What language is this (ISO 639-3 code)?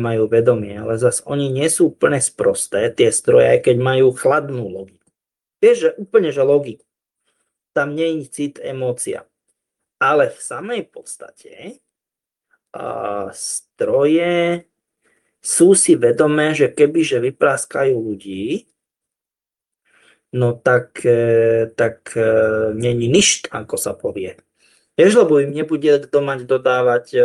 slk